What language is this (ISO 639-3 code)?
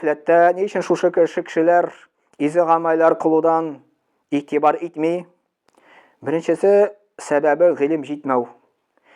tat